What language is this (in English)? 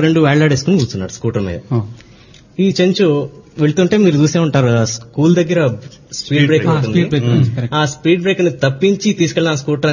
Telugu